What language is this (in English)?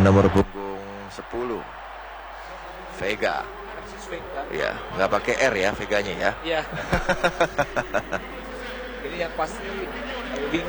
Indonesian